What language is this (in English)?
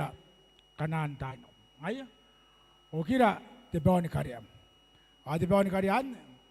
Gilbertese